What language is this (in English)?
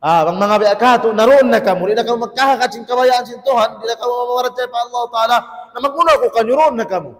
Tausug